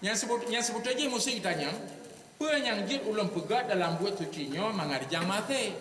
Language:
Achinese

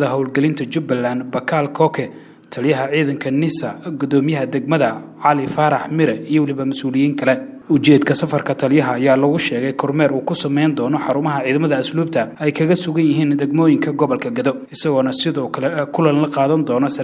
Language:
Somali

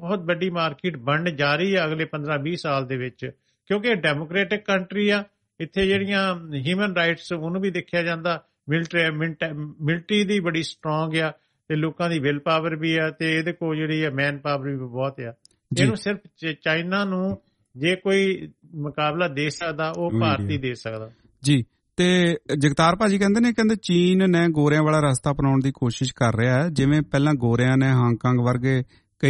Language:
Punjabi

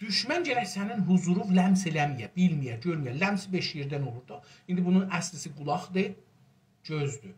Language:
South Azerbaijani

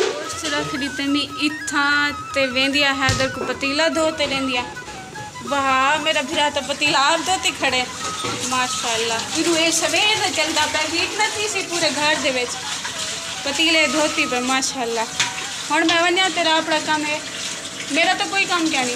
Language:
Saraiki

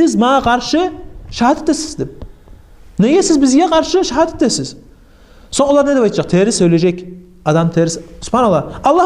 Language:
Kumyk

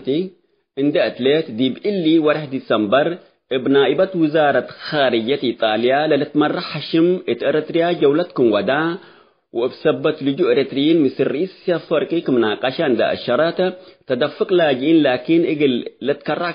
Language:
Tigre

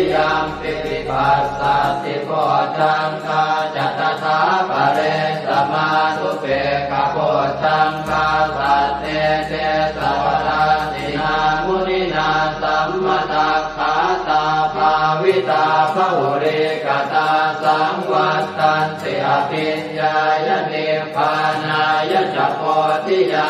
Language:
Pali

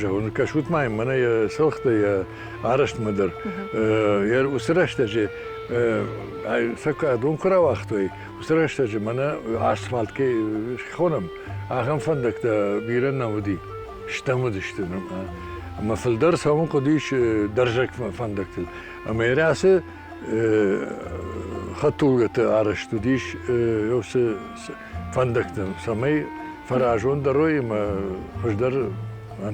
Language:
Ossetic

